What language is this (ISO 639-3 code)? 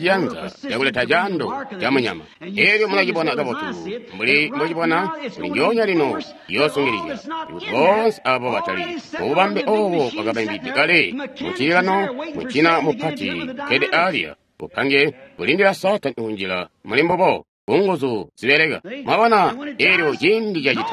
toi